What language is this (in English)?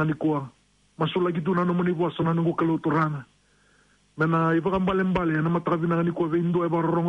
Fijian